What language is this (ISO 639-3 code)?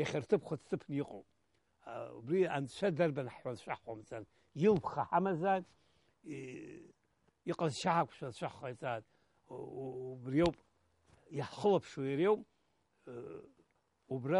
abk